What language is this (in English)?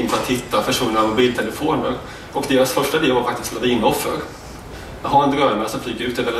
Swedish